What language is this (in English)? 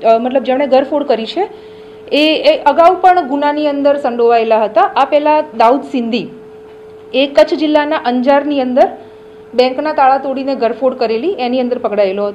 Gujarati